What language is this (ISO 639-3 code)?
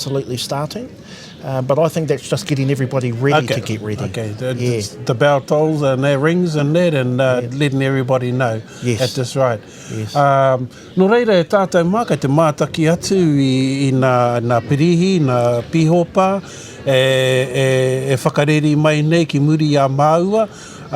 mri